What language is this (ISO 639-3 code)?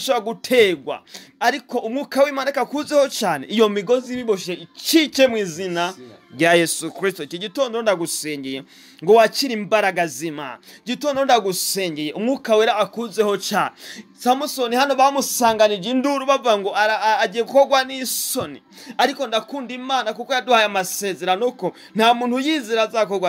kin